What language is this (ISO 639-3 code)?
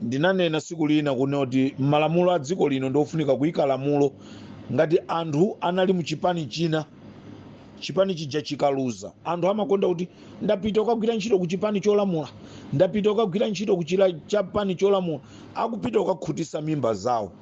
nya